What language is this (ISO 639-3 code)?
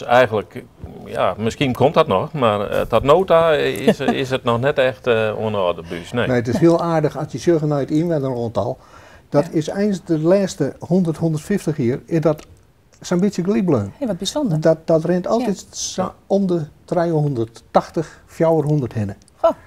fry